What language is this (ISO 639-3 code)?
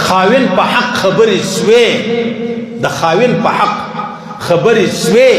pus